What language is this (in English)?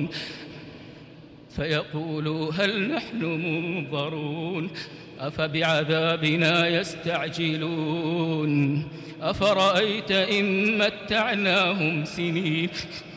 Arabic